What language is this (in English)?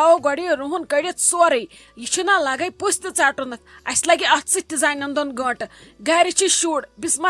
Kashmiri